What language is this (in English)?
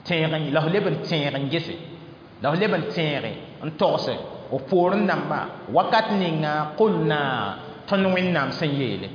Mossi